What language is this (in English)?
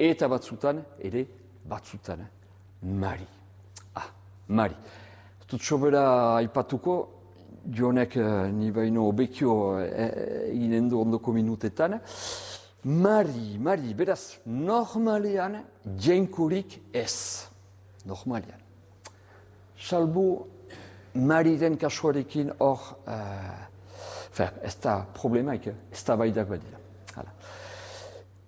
Basque